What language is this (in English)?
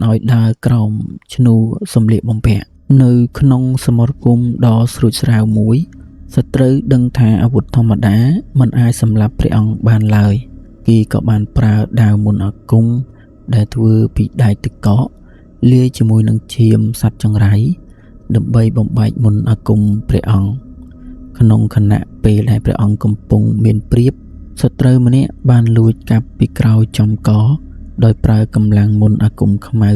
Khmer